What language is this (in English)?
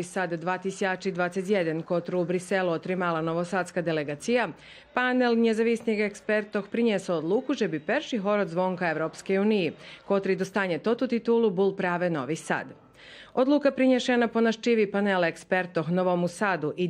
Rusyn